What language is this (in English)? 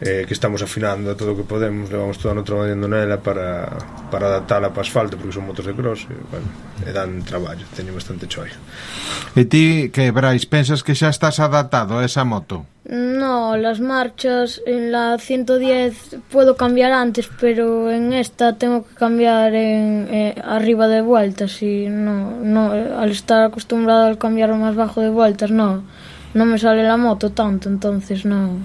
Galician